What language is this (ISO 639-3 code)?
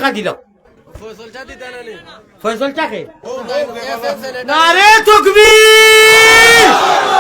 syl